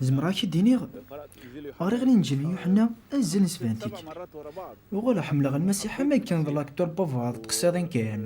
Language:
Kabyle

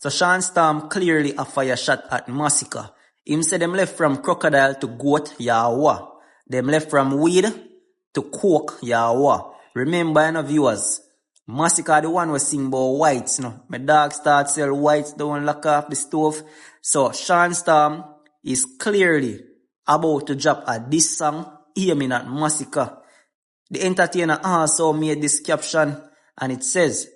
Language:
Jamaican Creole English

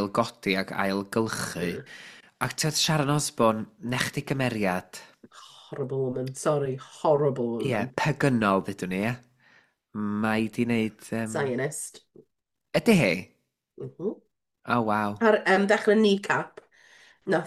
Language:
Welsh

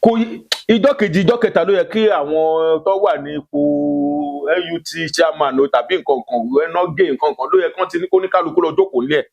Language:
Yoruba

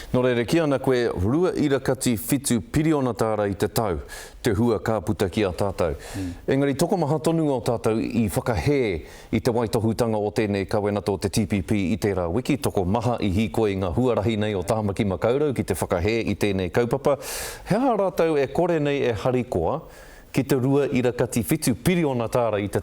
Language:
Māori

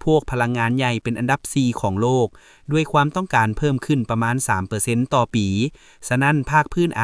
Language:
Lao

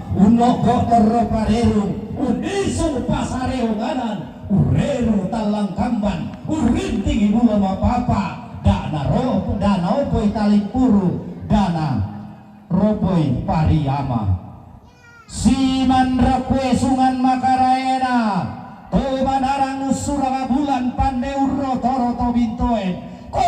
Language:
Toraja-Sa'dan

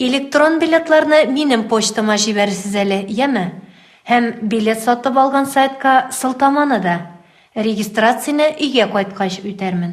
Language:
Tatar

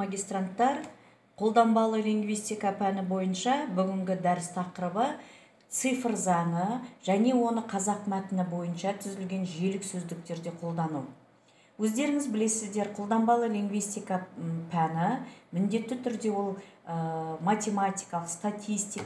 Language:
Kazakh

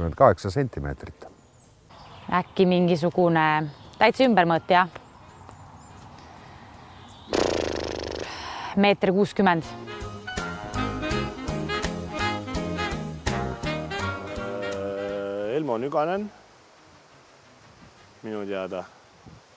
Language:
Estonian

